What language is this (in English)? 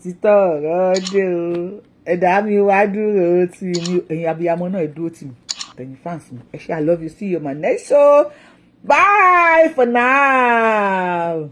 Yoruba